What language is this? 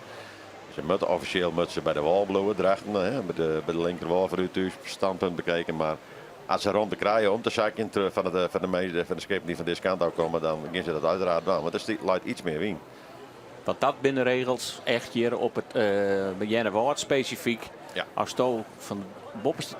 Western Frisian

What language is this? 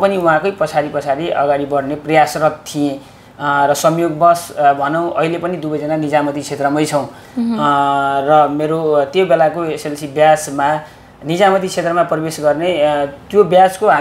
Nepali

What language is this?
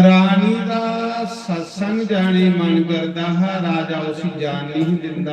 Dogri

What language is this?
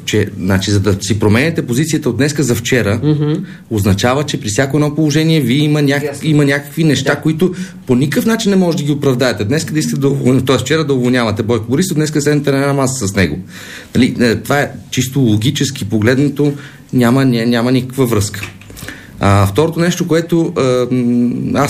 Bulgarian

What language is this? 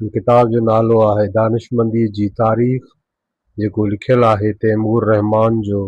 Sindhi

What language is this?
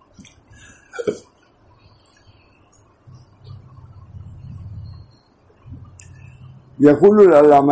Urdu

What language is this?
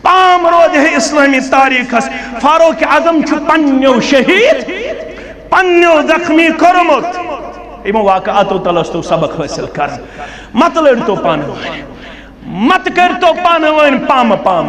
Kashmiri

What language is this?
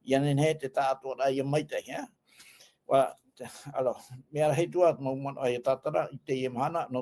Tahitian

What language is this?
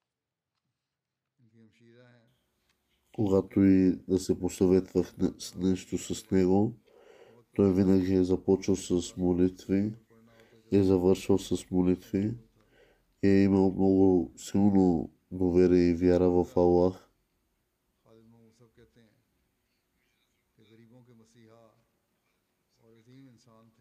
Bulgarian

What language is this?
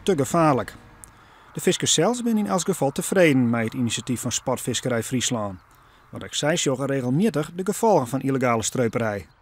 Western Frisian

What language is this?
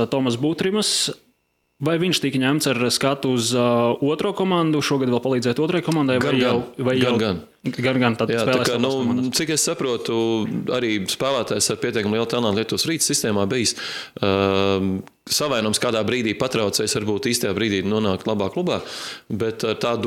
Latvian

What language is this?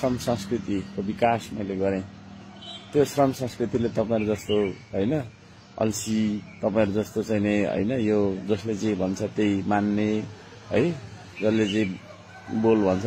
Nepali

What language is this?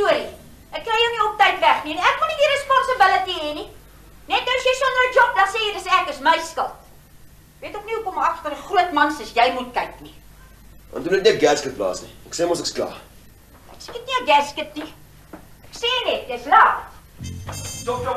Afrikaans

